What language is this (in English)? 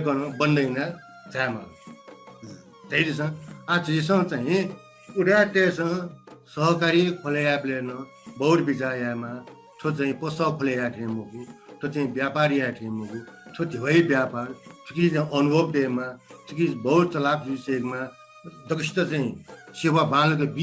Newari